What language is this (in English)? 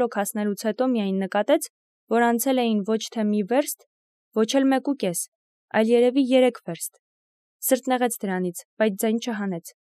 Armenian